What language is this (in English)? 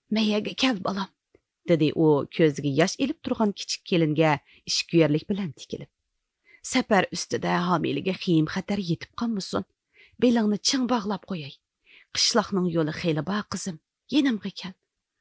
Uyghur